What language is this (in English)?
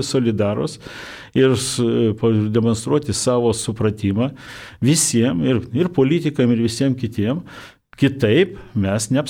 Lithuanian